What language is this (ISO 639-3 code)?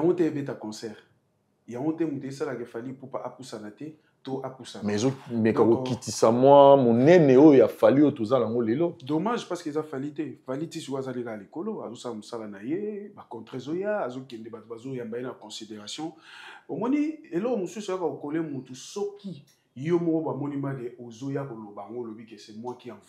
lin